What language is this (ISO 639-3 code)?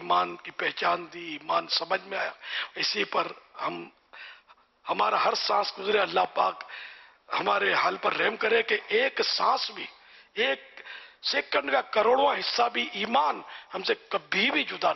urd